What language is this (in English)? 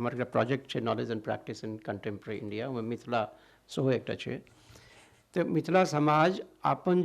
Maithili